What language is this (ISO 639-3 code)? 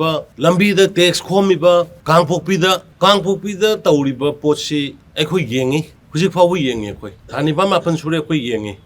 mni